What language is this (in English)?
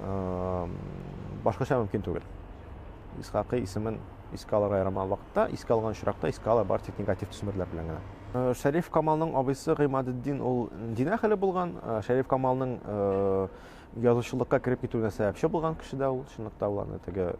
Tatar